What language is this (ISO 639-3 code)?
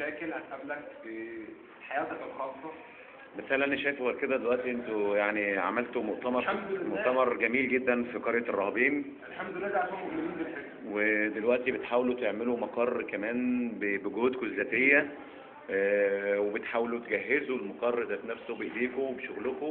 arz